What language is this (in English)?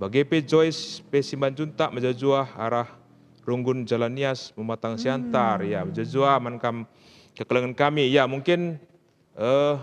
Batak Karo